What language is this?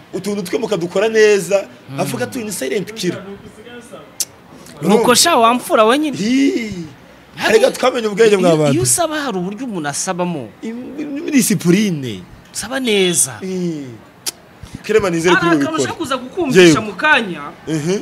Kinyarwanda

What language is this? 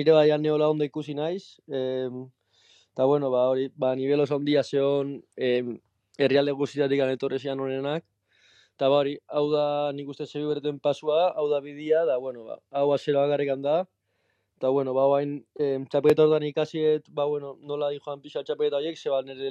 Basque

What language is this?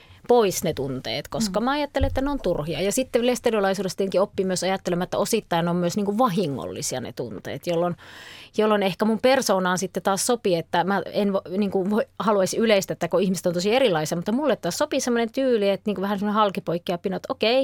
Finnish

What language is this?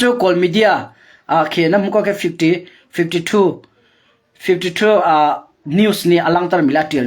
Hakha Chin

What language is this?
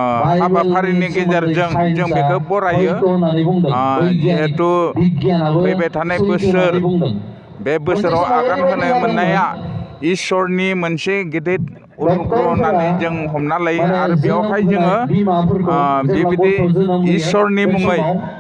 Bodo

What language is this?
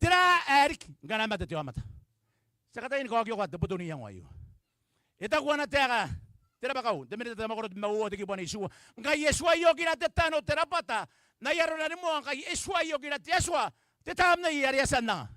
Gilbertese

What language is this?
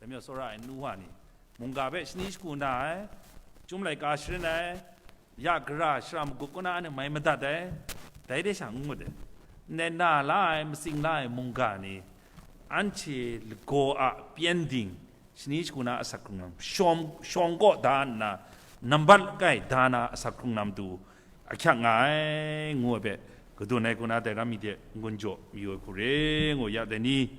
Kachin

